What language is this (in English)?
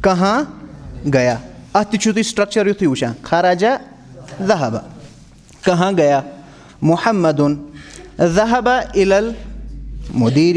Kashmiri